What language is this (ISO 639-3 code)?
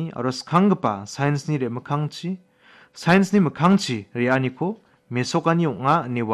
grt